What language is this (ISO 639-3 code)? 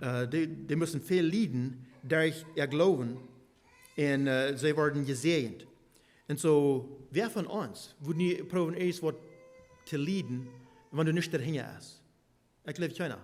pdt